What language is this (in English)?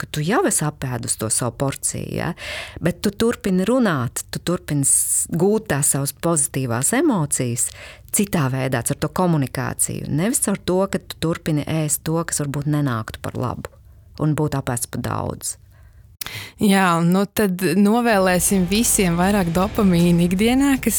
Latvian